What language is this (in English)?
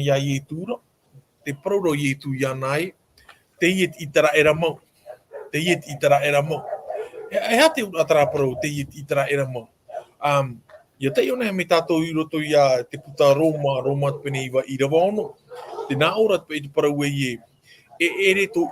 Tahitian